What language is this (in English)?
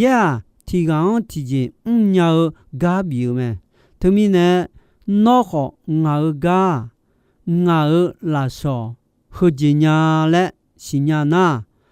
Akha